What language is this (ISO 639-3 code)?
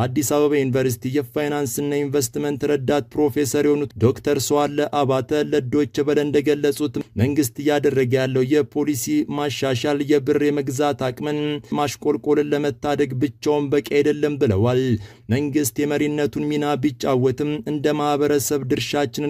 amh